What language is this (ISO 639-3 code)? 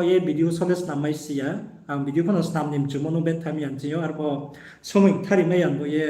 ria